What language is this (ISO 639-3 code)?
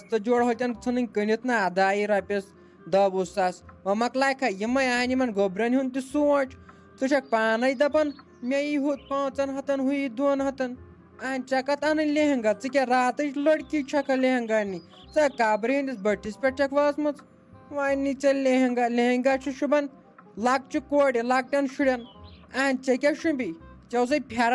kas